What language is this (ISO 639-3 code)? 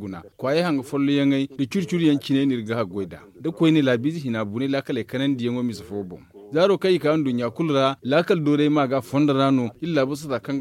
dje